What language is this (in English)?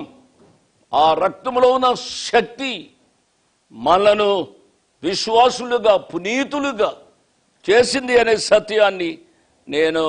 Telugu